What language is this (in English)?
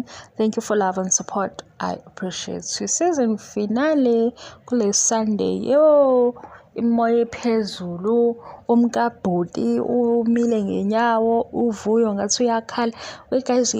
Zulu